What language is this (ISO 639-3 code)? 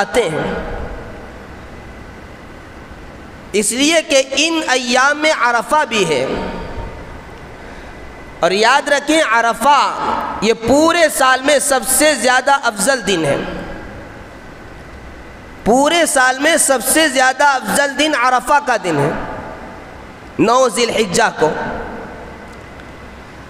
urd